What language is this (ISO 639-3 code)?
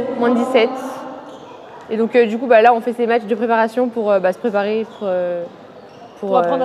fra